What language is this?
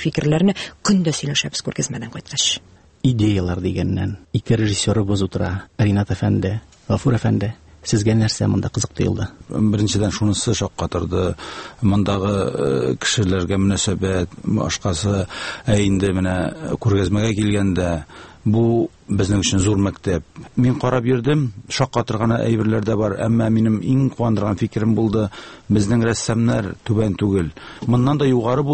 Tatar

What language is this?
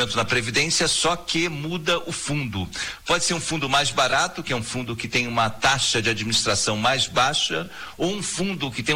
Portuguese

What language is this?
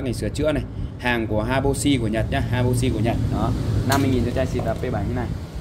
Vietnamese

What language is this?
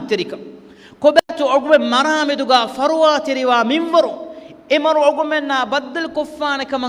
Divehi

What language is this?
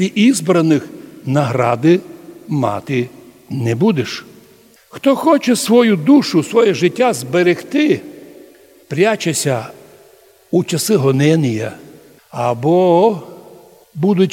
Rusyn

